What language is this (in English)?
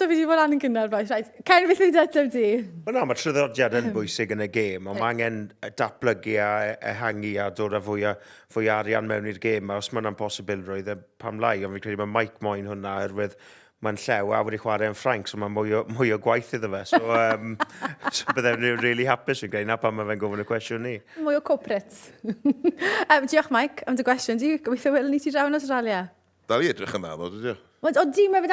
Welsh